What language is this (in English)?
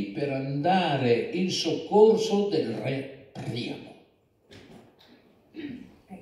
Italian